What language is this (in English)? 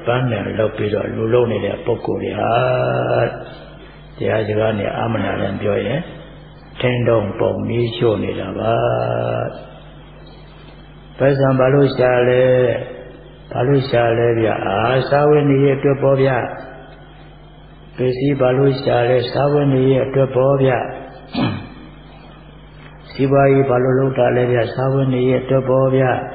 Burmese